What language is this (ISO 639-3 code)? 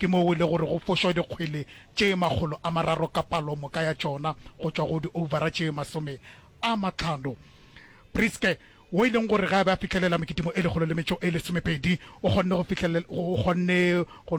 nso